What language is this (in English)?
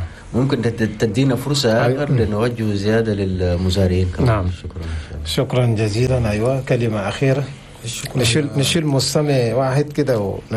Chadian Arabic